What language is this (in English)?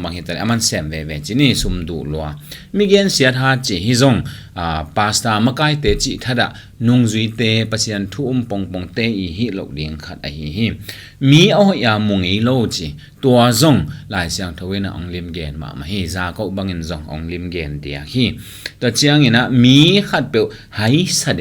Tedim Chin